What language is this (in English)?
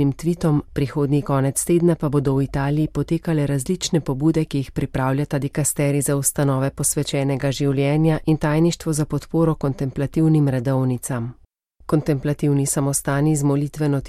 Slovenian